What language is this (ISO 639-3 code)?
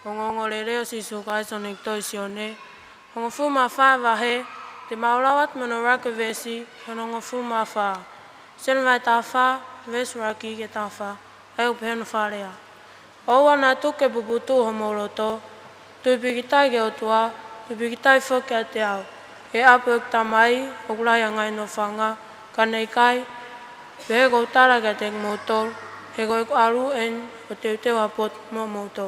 ton